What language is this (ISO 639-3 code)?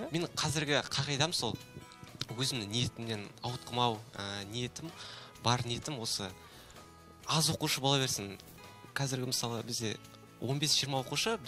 kaz